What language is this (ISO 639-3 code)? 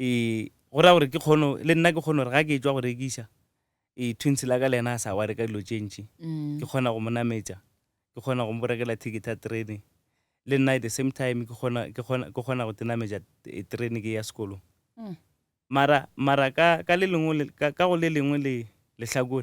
nso